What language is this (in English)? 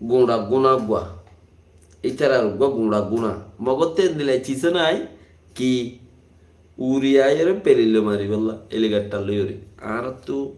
Rohingya